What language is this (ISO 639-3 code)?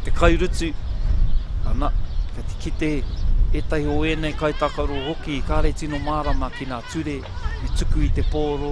mri